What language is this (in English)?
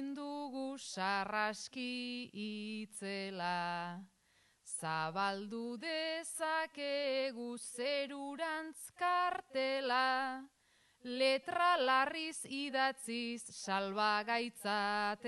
Basque